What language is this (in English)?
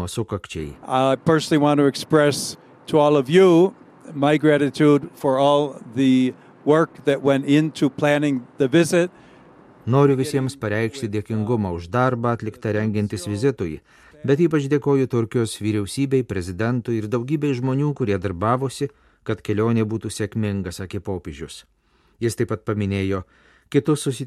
Lithuanian